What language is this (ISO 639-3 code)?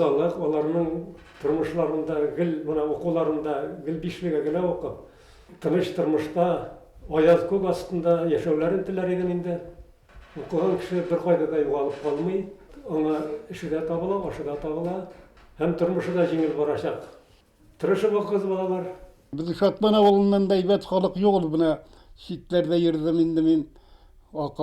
bak